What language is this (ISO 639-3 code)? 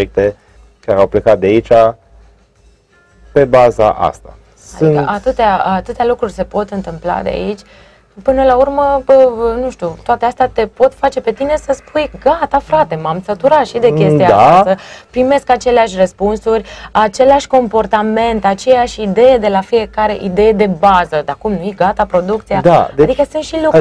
ron